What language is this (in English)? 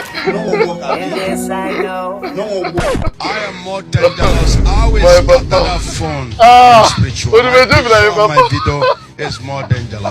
Nigerian Pidgin